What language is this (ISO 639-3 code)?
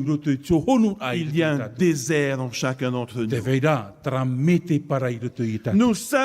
tah